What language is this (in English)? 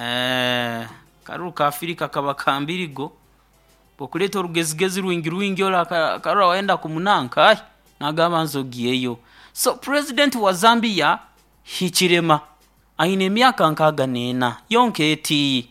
Nyoro